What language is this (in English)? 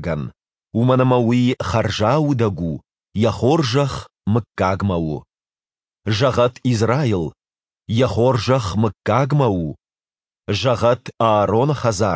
Ossetic